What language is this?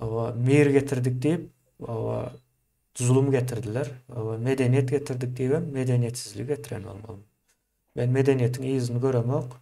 Turkmen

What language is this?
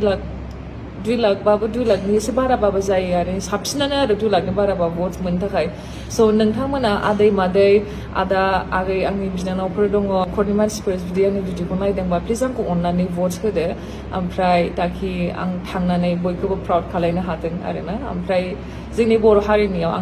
Bodo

